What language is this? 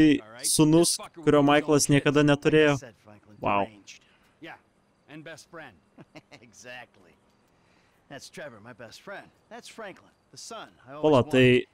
Lithuanian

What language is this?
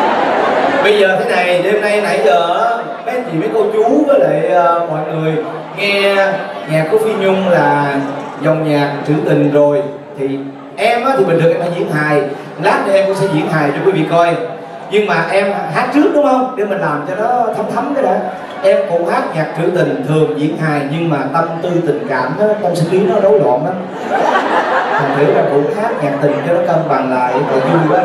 Vietnamese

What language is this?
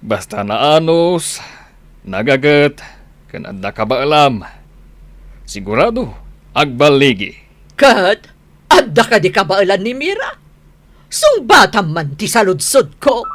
Iloko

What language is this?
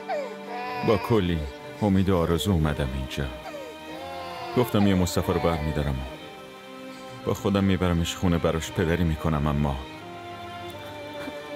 Persian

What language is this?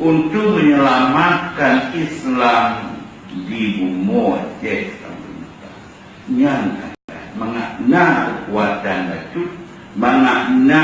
Achinese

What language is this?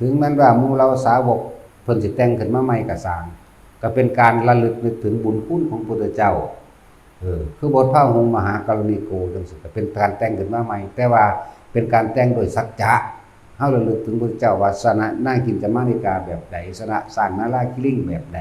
Northeastern Thai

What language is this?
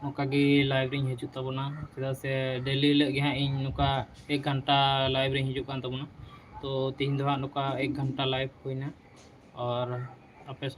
Santali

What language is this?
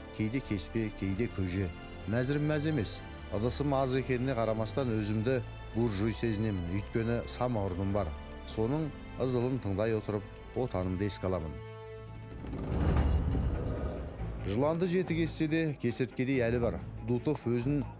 Kazakh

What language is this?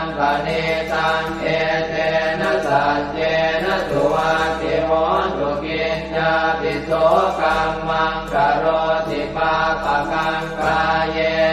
Pali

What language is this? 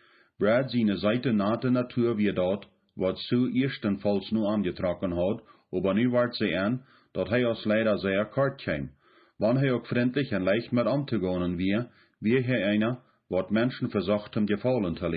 Plautdietsch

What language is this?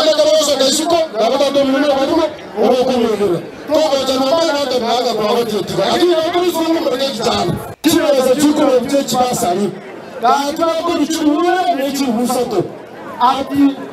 Gusii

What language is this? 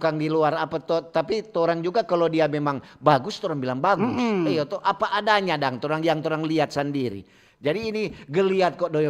Manado Malay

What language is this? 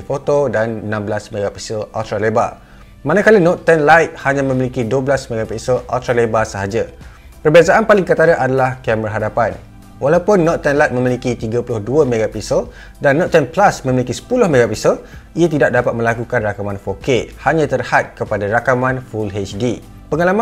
Malay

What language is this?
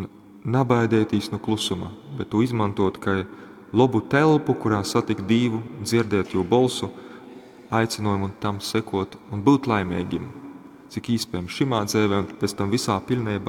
Latgalian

